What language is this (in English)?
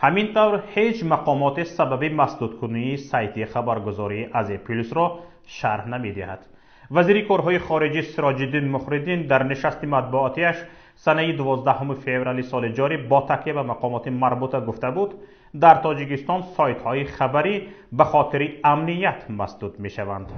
Tajik